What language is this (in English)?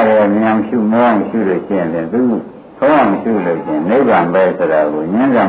Burmese